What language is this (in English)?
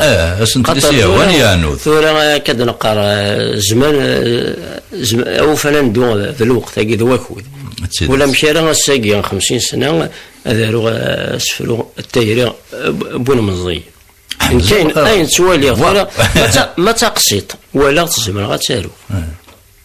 Kabyle